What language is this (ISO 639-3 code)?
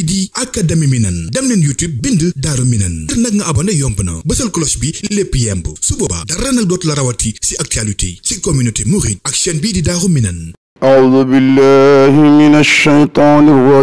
wol